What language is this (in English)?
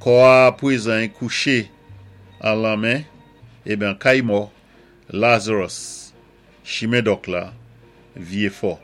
Saint Lucian Creole French